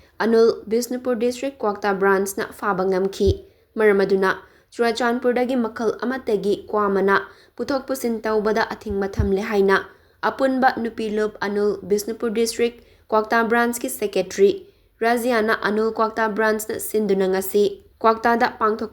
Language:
Manipuri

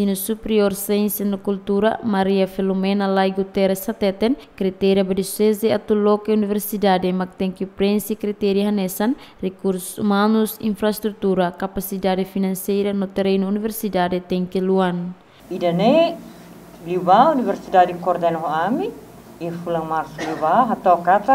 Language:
Tetum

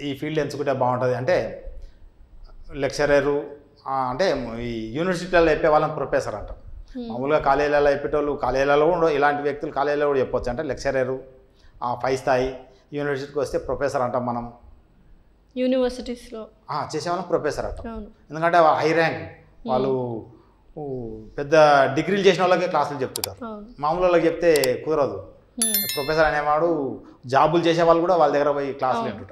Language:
Telugu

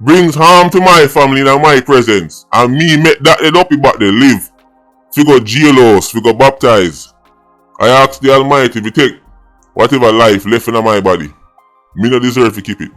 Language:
Jamaican Creole English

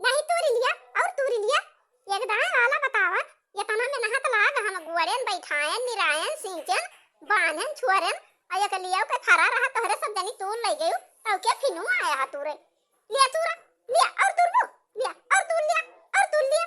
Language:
Awadhi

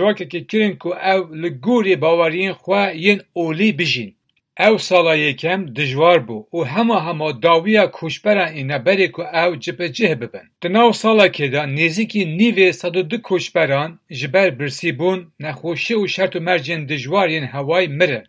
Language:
Kurdish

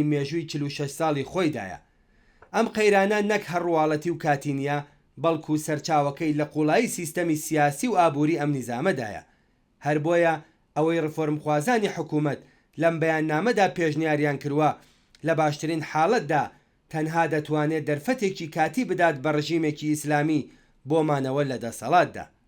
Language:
Central Kurdish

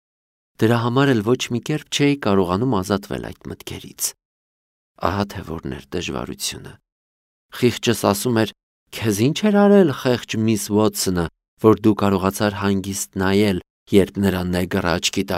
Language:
Armenian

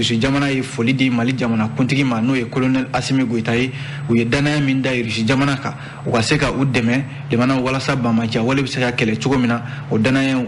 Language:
Bambara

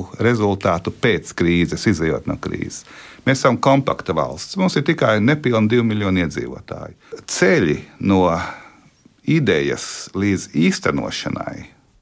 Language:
Latvian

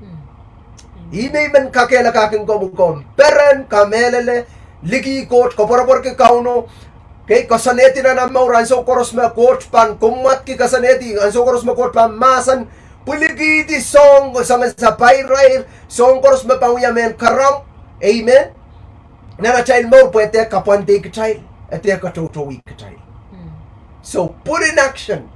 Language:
Pohnpeian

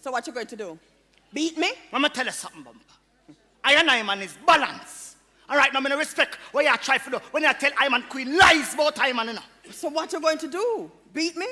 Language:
Jamaican Creole English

